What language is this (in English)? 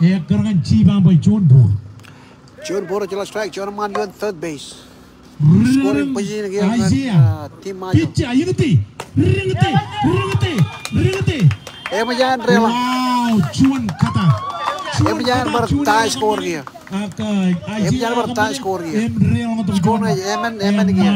Marshallese